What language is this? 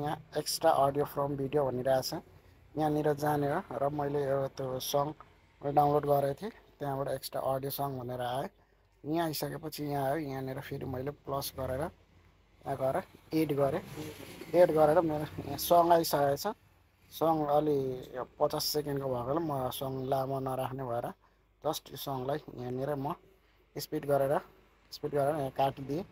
Nepali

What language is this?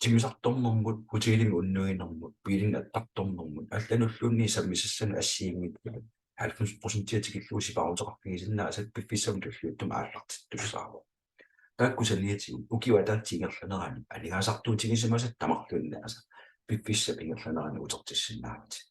Kalaallisut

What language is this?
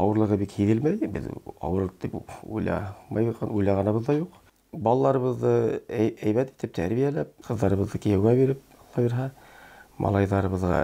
Bashkir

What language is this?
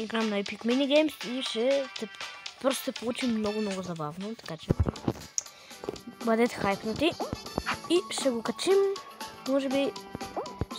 Bulgarian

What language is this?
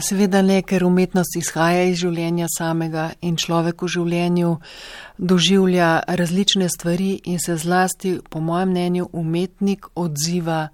Slovenian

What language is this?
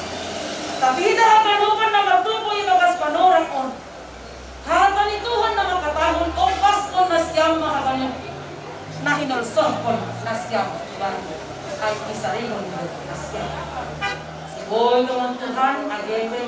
Batak Simalungun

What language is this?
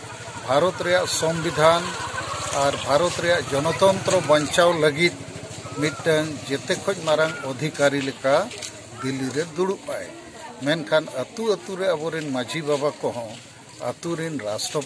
Santali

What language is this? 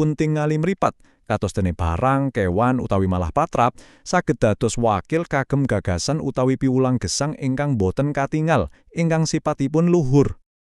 Javanese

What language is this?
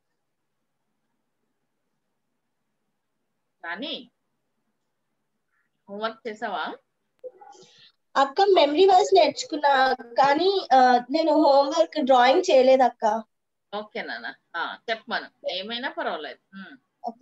Telugu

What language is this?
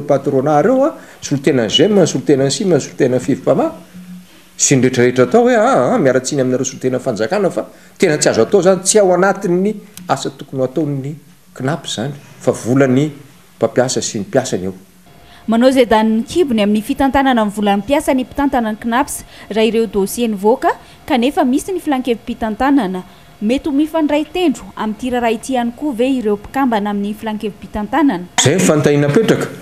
Malagasy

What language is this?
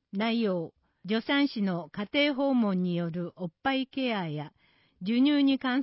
Japanese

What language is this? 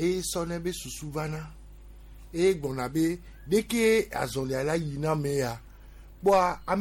Gen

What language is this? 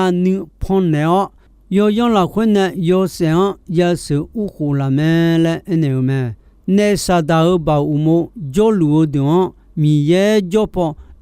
Akha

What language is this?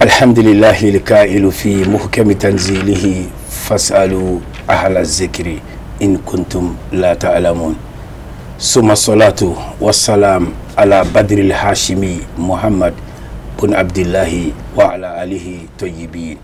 Bambara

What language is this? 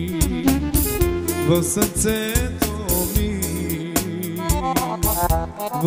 Bulgarian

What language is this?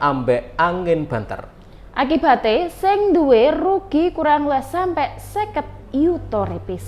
Javanese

